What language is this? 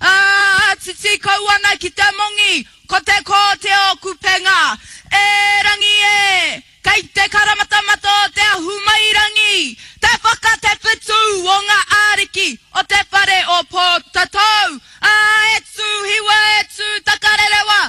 Māori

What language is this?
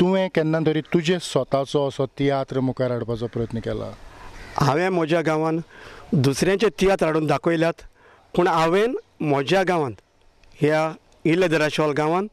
Konkani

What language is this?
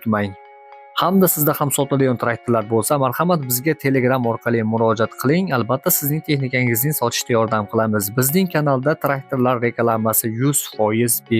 Uzbek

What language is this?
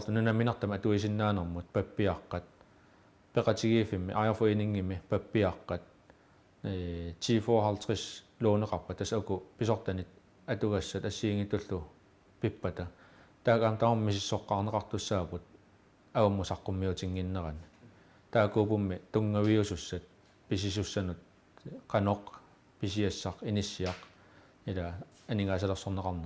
Kalaallisut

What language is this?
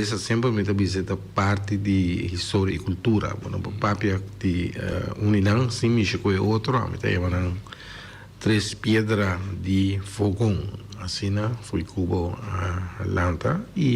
Papiamento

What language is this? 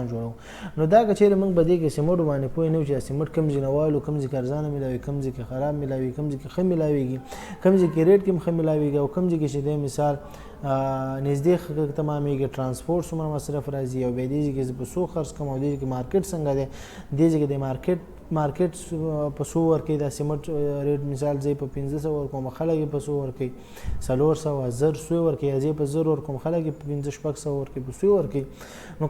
Pashto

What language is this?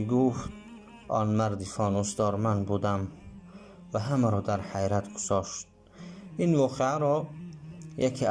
Tajik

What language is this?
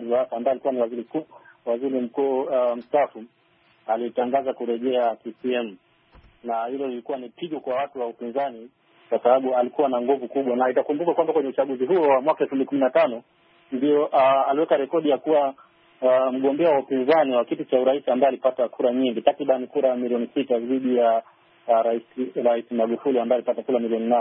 Swahili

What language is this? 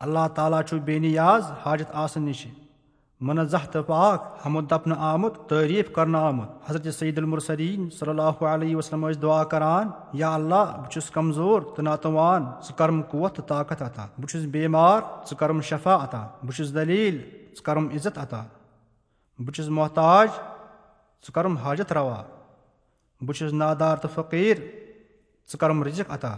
Kashmiri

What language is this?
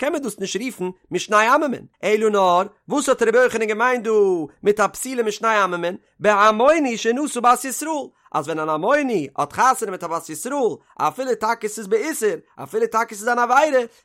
Yiddish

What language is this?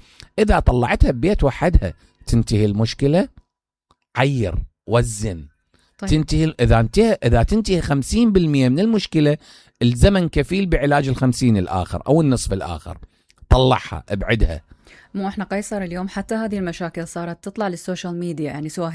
Mesopotamian Arabic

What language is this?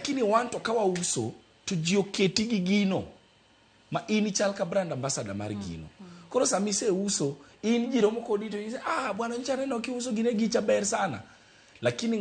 Luo (Kenya and Tanzania)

